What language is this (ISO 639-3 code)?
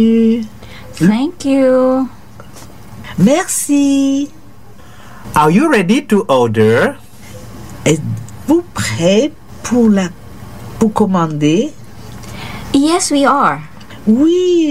fra